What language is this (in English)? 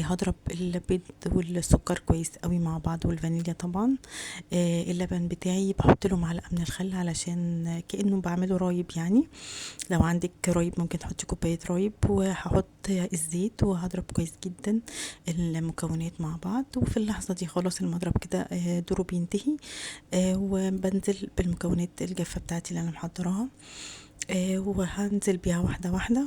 Egyptian Arabic